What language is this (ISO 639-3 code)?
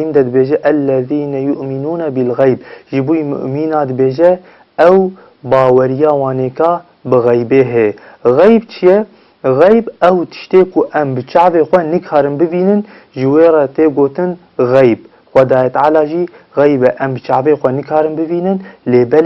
kur